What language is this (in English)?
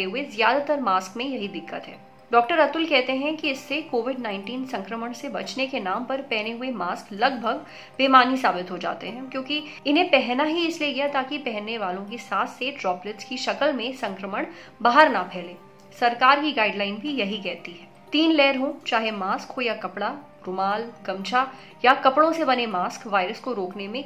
Hindi